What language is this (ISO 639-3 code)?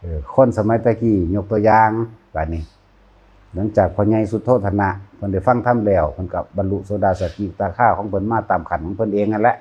tts